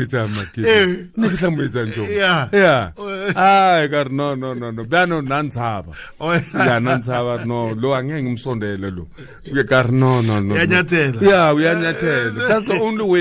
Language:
Tswana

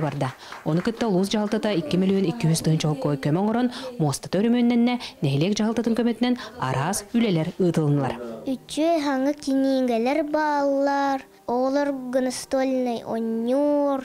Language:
Yakut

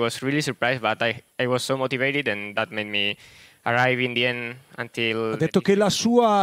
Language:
Italian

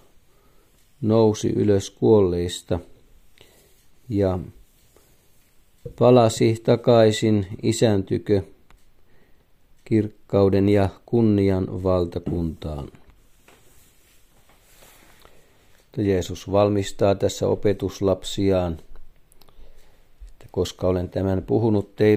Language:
Finnish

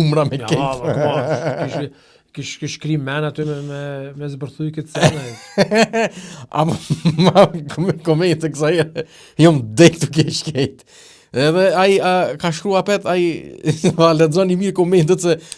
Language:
Albanian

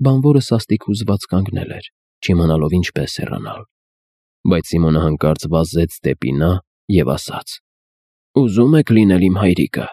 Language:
Armenian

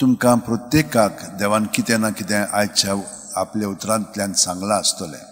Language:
Konkani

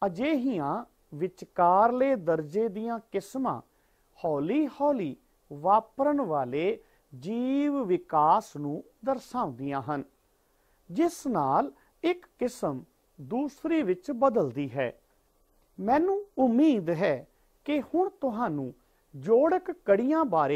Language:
Punjabi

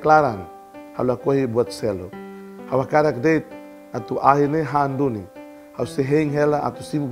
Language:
Tetum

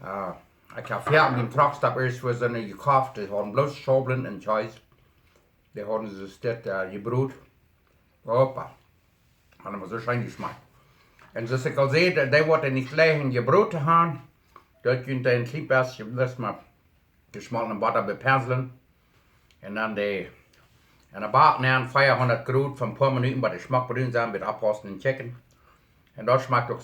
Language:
Plautdietsch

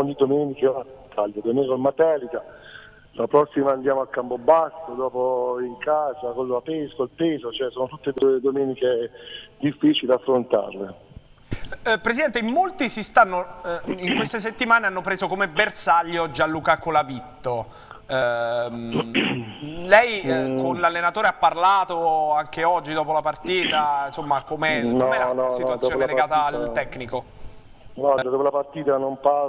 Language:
Italian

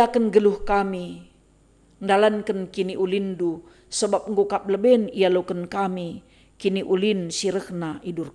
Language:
Batak Karo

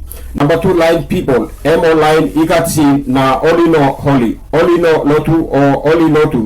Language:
Tok Pisin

